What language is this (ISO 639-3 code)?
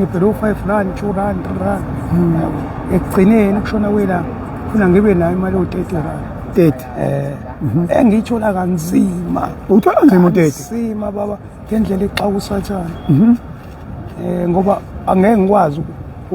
zul